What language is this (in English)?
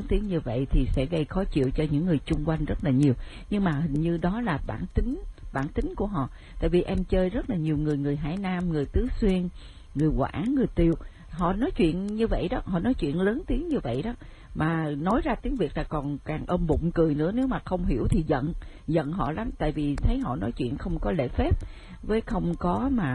Vietnamese